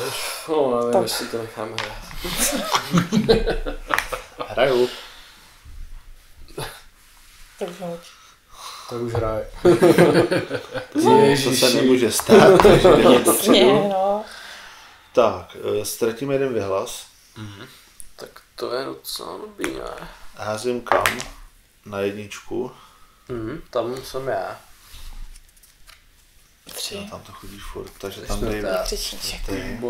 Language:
Czech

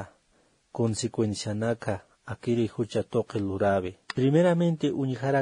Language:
Aymara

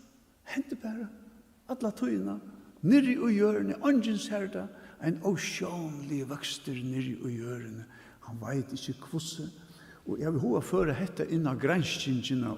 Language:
Faroese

